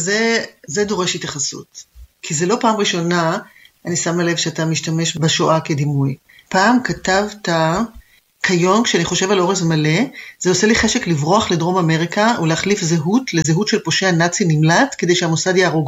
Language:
Hebrew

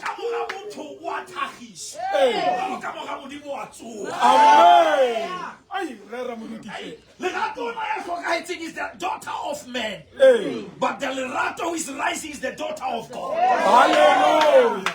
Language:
Southern Sotho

